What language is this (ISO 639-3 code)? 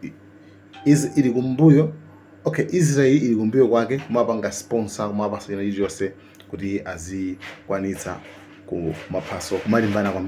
nya